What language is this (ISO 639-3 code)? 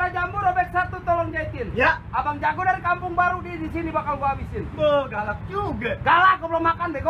bew